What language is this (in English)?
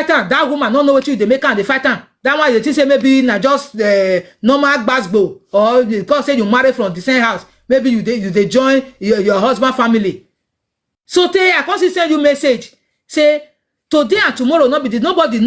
Nigerian Pidgin